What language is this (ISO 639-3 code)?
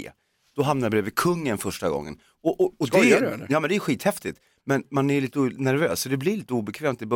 swe